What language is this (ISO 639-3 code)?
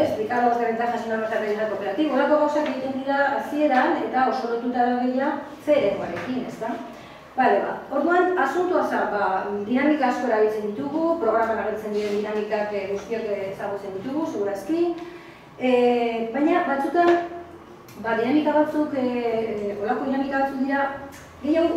eus